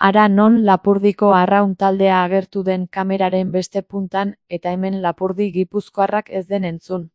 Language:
Basque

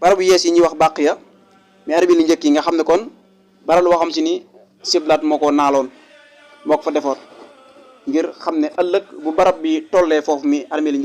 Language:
Wolof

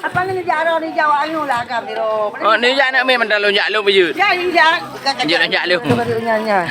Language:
Achinese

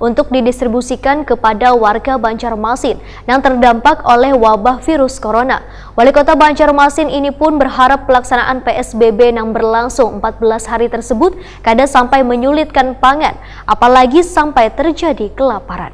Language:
Banjar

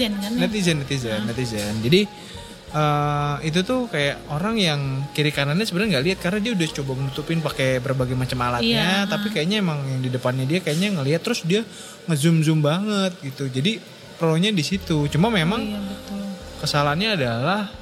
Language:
Indonesian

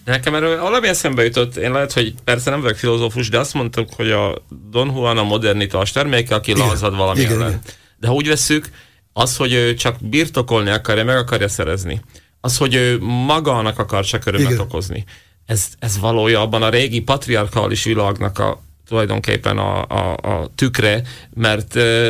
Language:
Hungarian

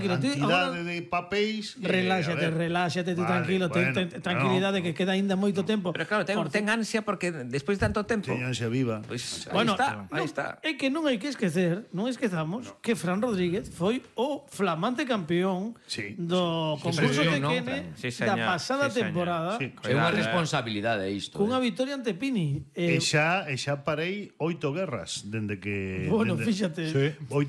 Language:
Galician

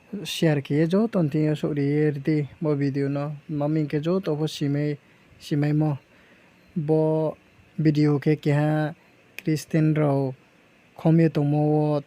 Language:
Riang (India)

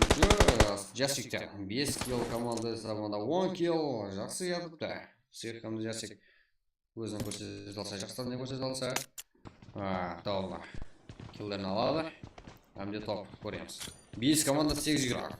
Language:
Kara-Kalpak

